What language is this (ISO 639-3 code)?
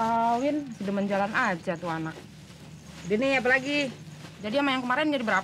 bew